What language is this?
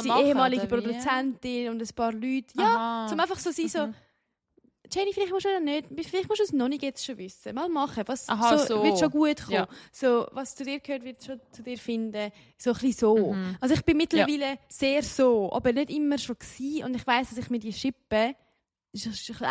Swiss German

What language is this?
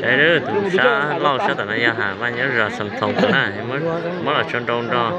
Hmong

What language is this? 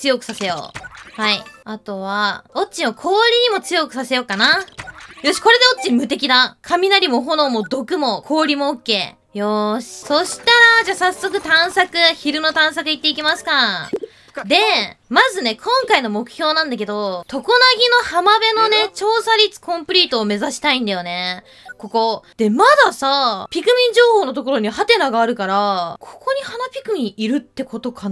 Japanese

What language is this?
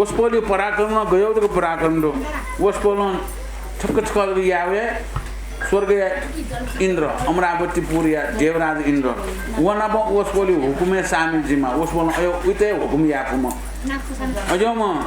Newari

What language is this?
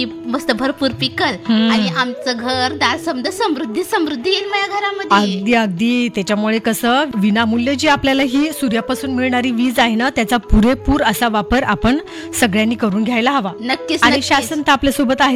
Marathi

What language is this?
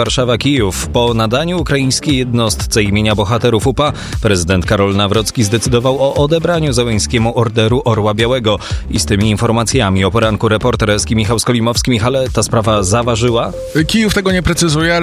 Polish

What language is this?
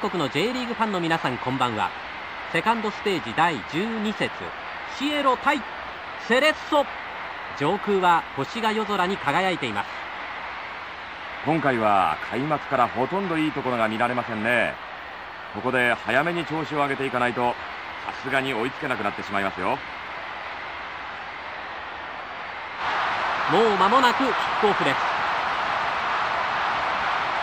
Japanese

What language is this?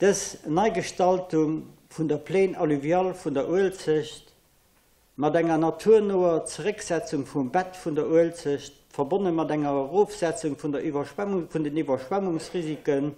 Luxembourgish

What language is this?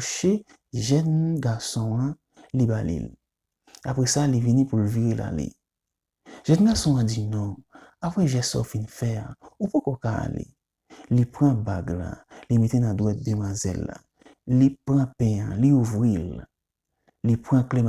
Haitian Creole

